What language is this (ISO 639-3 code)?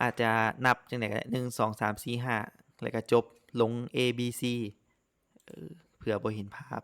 lao